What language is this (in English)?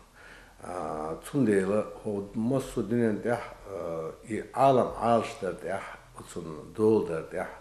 Chechen